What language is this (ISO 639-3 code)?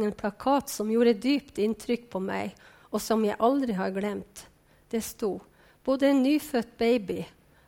nor